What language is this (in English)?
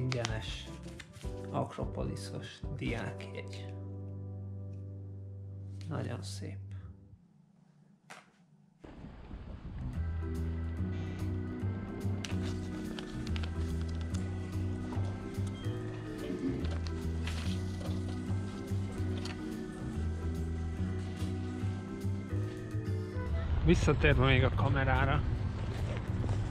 Hungarian